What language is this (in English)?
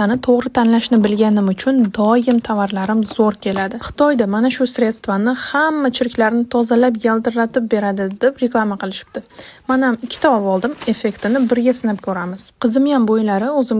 Uzbek